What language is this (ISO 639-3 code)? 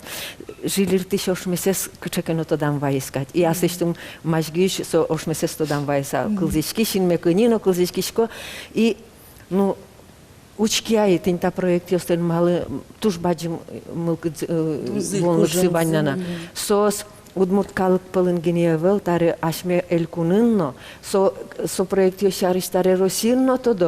udm